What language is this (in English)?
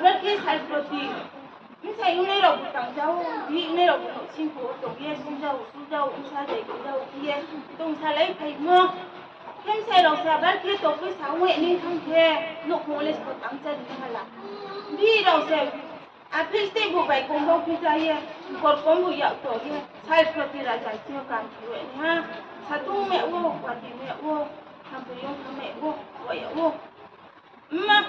Riang (India)